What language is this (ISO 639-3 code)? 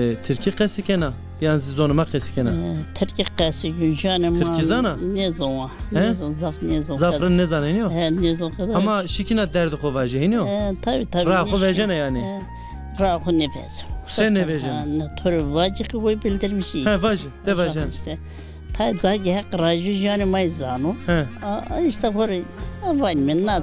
zza